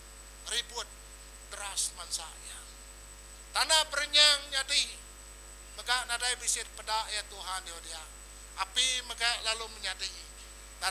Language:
Iban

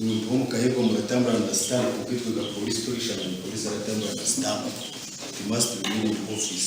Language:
Nyankole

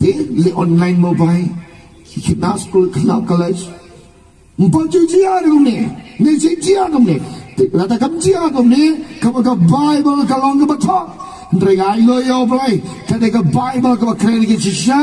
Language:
Khasi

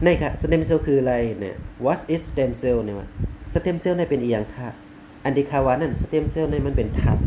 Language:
Shan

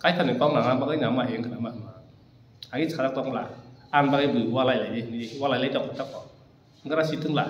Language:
Kok Borok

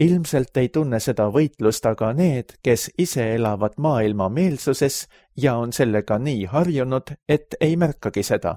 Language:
Estonian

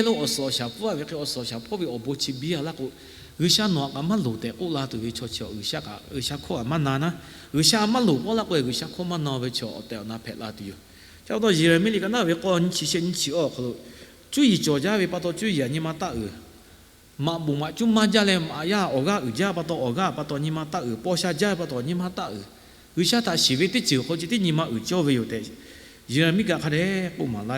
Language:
Lahu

